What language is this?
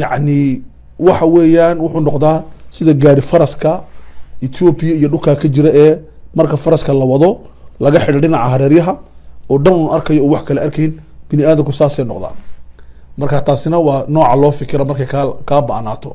Somali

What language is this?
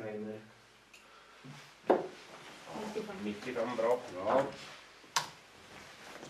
Norwegian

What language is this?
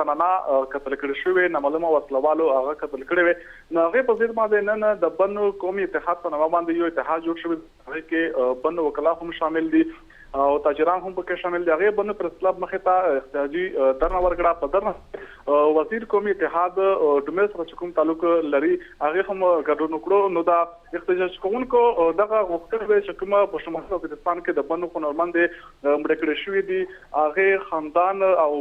Pashto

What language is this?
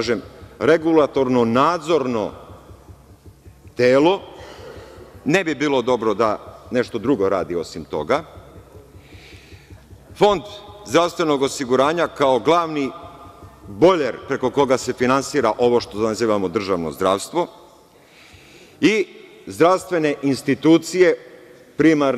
Serbian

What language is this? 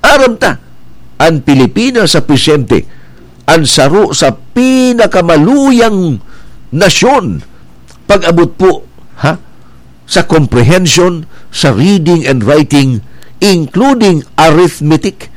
Bikol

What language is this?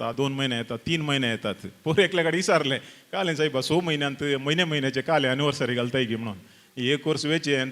Konkani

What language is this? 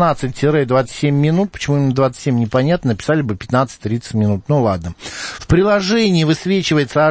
Russian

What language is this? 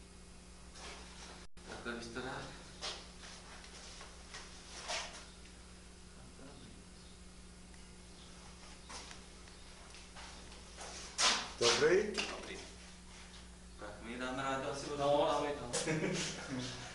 Czech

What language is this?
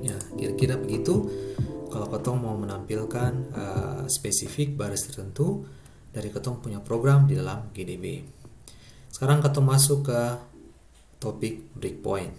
Ambonese Malay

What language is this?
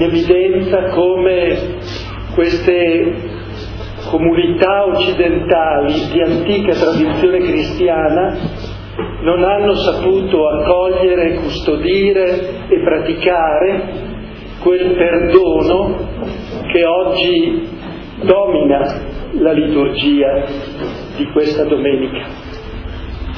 Italian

